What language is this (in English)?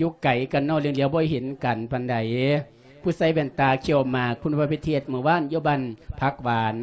Lao